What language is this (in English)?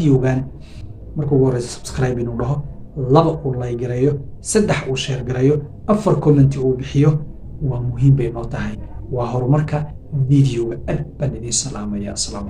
Somali